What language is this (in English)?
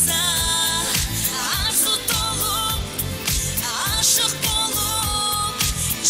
Kazakh